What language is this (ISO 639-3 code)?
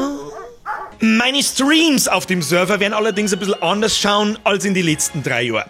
bar